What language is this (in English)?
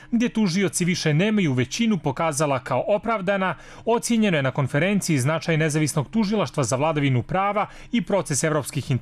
Croatian